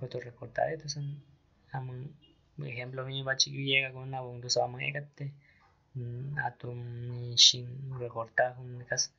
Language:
Aguaruna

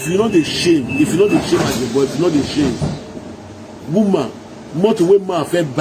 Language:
Nigerian Pidgin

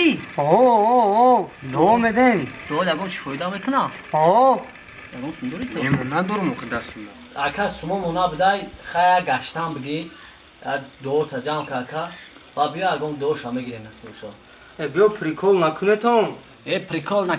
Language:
Tajik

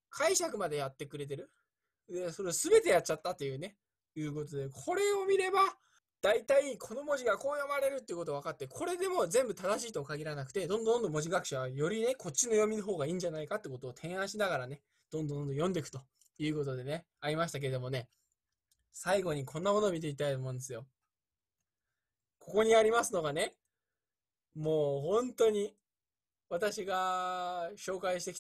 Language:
Japanese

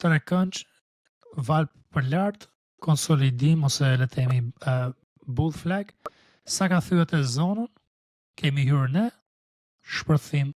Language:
Albanian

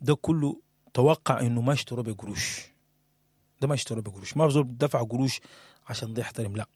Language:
Sudanese Arabic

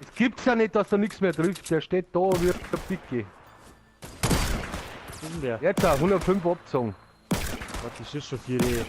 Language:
Bavarian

